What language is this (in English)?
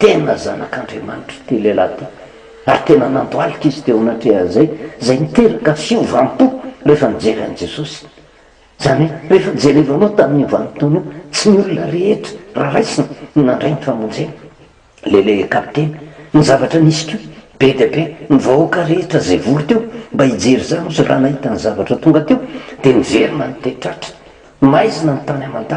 Malagasy